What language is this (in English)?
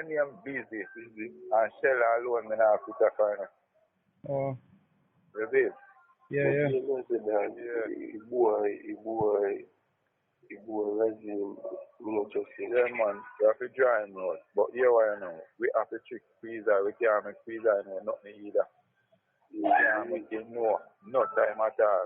Jamaican Creole English